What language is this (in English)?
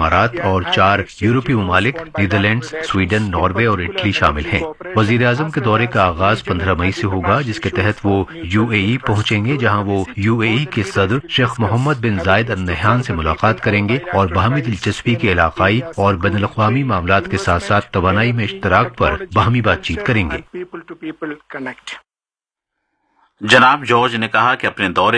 Urdu